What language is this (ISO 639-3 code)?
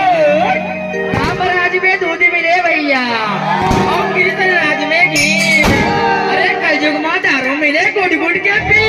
hne